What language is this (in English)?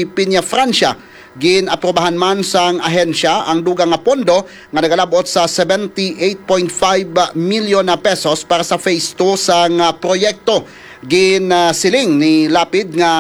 Hiligaynon